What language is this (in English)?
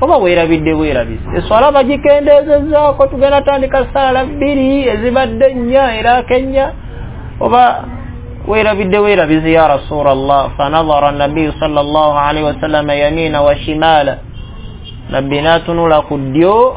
Ganda